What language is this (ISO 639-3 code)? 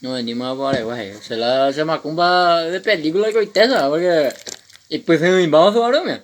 grn